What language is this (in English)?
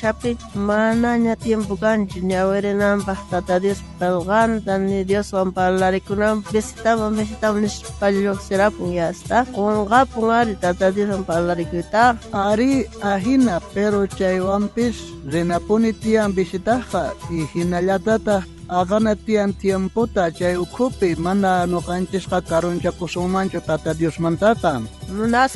South Bolivian Quechua